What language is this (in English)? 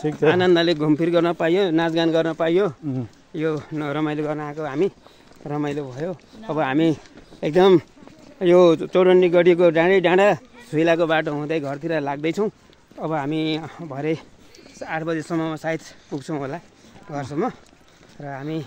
Nepali